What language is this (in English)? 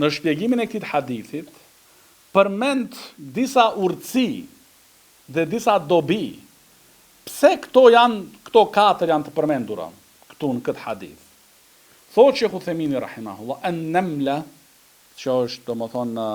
Albanian